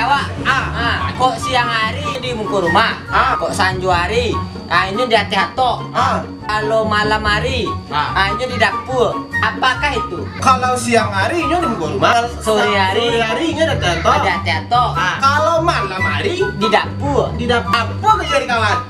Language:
Minangkabau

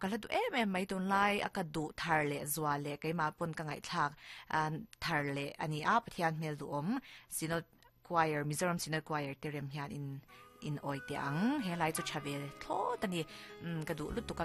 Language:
Mizo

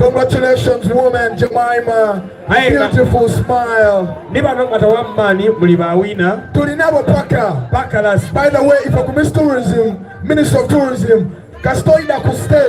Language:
Soga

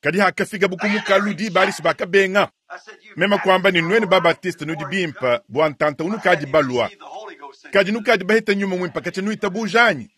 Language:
Luba-Lulua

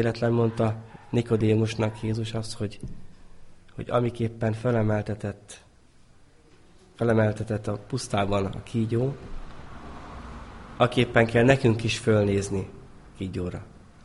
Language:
Hungarian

